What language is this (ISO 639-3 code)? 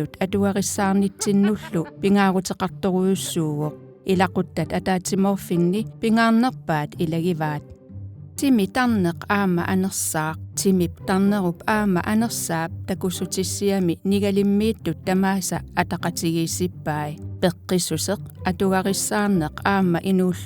kal